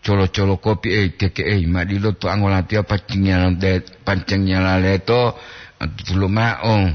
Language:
Gorontalo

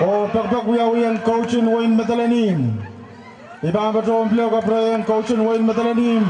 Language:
Pohnpeian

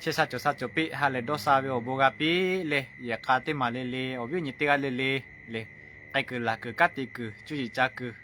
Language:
Lahu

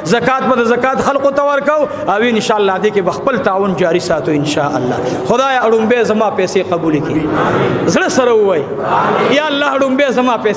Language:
Pashto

